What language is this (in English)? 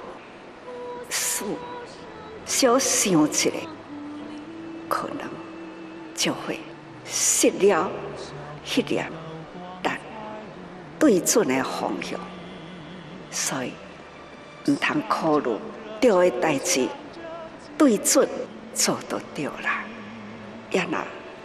Min Nan Chinese